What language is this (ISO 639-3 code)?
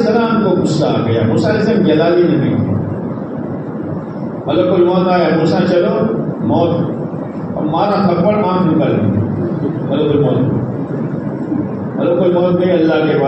urd